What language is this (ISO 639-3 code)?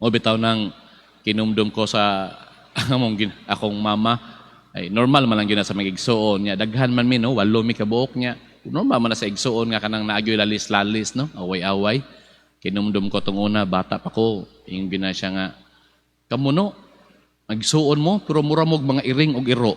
ceb